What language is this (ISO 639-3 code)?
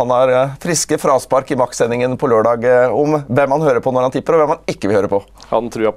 nor